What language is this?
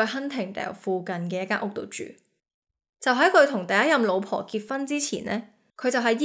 Cantonese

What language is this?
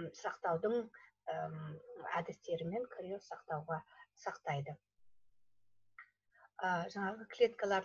Kazakh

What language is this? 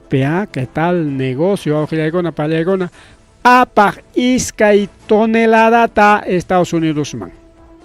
Ayacucho Quechua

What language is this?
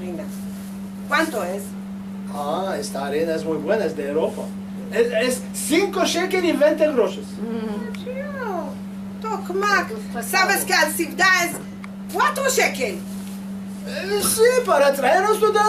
Ladino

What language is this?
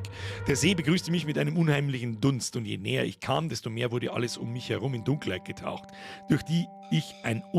Bavarian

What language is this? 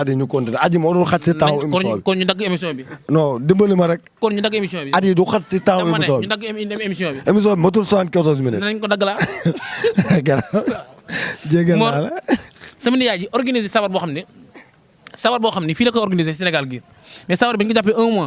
Wolof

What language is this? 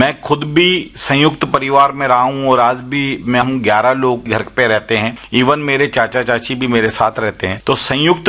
Hindi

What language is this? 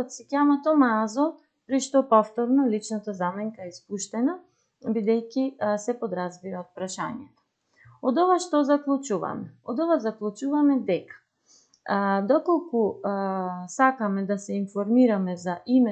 Macedonian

